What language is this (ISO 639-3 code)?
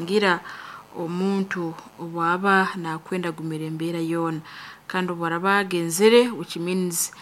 nyn